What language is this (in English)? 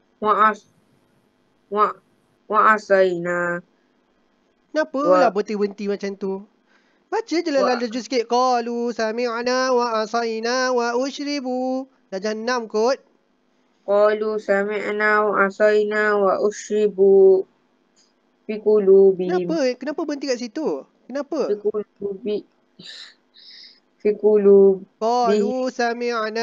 Malay